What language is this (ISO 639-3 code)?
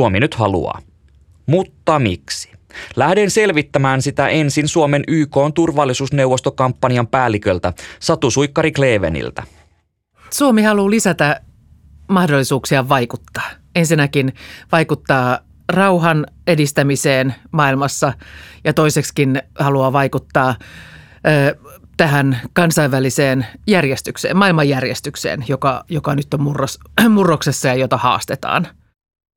fin